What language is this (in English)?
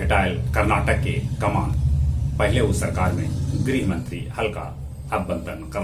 Magahi